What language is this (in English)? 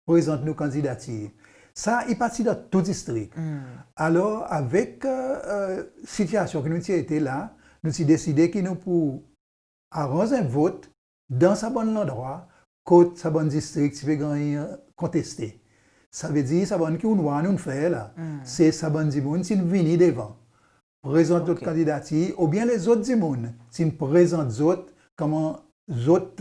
Seselwa Creole French